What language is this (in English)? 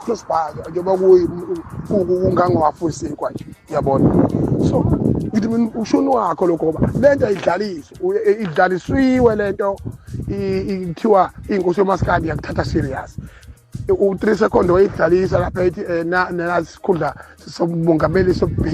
Zulu